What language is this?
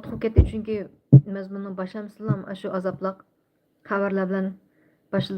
Uyghur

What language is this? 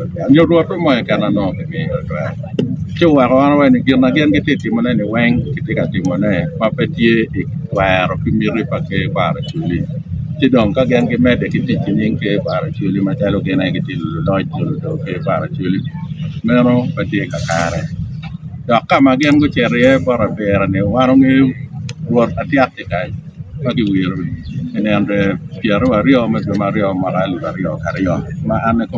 Acoli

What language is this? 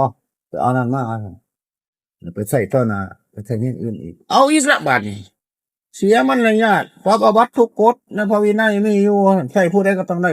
Northeastern Thai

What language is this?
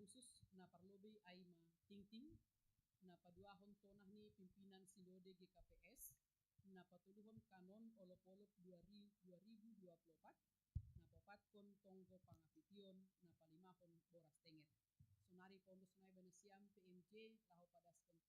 Batak Simalungun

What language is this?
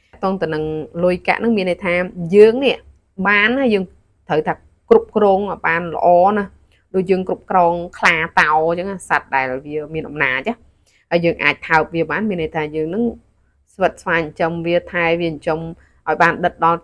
Khmer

